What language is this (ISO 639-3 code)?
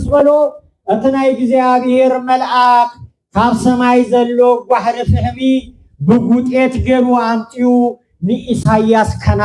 tir